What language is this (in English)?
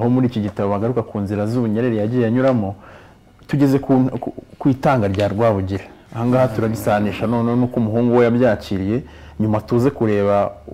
Kinyarwanda